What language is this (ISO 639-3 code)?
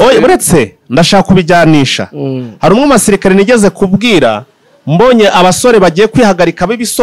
kin